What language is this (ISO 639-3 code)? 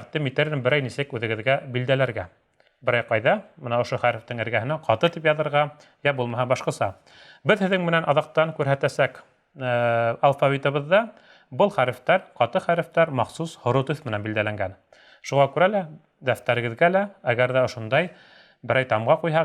bak